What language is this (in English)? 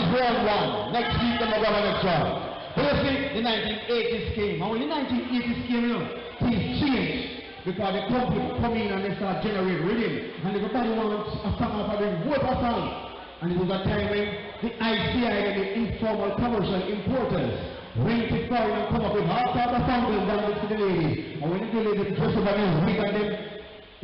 Jamaican Creole English